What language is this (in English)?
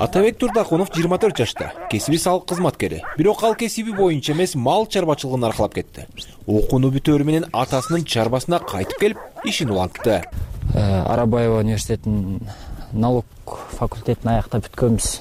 Kyrgyz